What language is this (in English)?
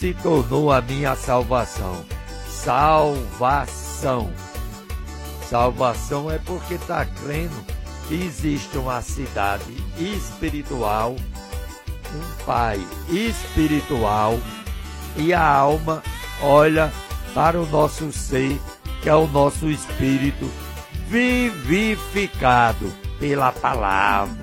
Portuguese